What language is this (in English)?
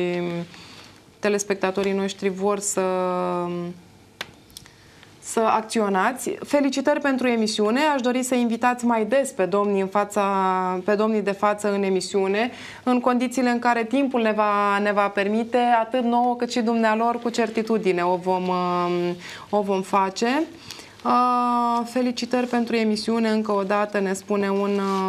Romanian